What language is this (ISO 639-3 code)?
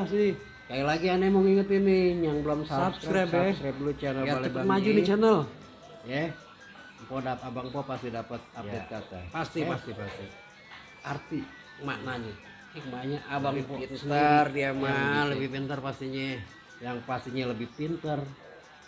bew